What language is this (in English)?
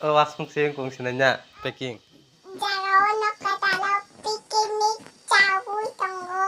Kok Borok